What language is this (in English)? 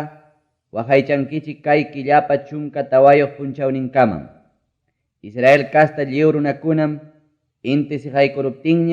Ayacucho Quechua